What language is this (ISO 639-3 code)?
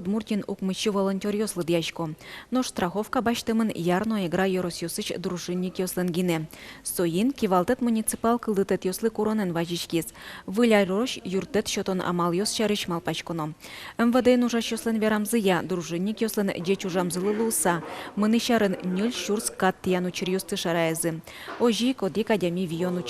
udm